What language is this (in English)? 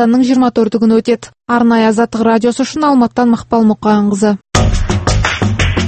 Kazakh